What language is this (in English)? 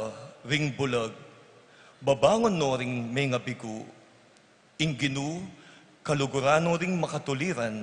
Pampanga